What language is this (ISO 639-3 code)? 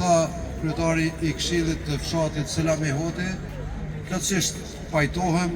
sqi